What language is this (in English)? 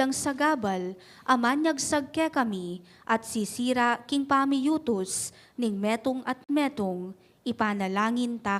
Pampanga